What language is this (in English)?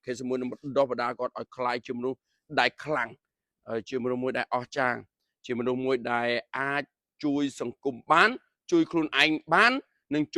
Khmer